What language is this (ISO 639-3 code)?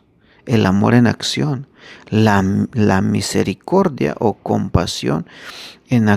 tzh